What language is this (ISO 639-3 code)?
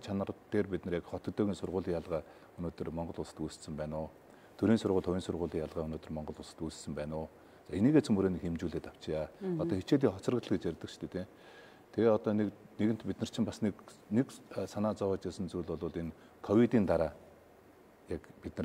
mon